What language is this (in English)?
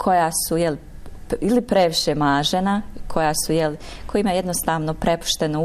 Bosnian